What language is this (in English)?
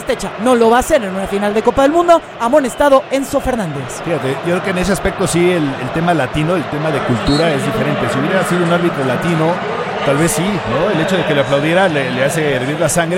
Spanish